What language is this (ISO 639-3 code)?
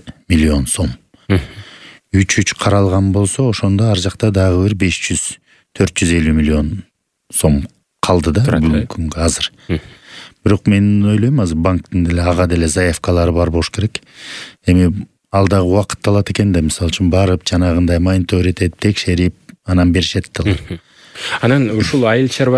kir